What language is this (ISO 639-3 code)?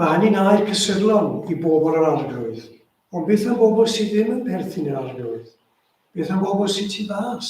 cym